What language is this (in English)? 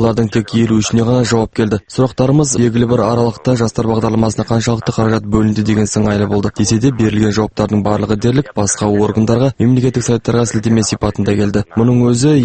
Kazakh